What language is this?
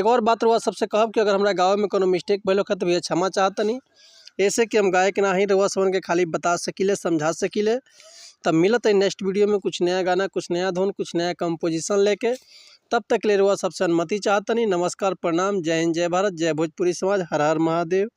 Bhojpuri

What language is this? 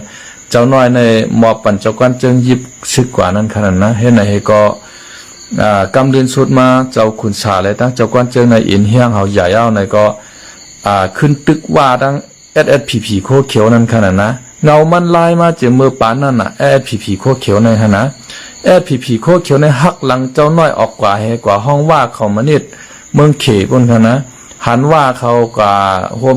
Shan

